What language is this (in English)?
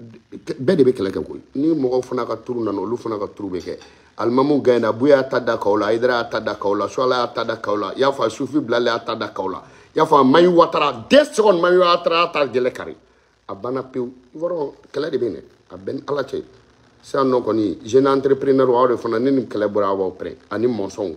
Bambara